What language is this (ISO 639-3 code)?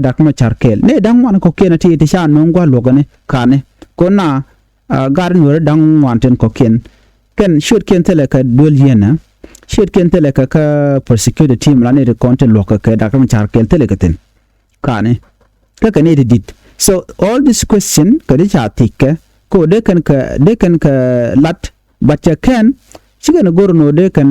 nus